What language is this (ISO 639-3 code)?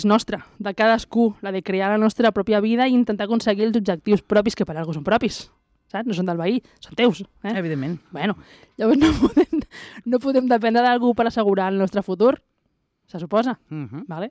cat